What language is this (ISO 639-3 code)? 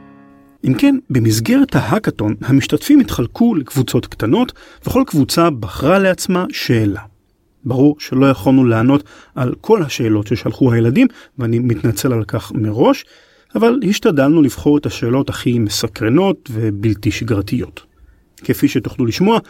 heb